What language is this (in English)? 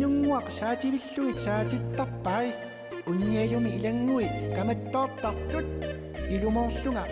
Kalaallisut